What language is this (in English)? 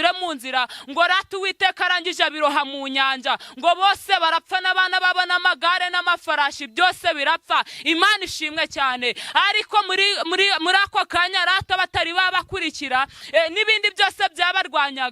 Kinyarwanda